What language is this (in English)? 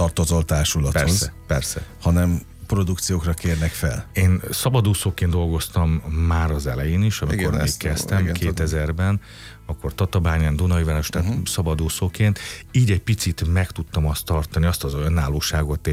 Hungarian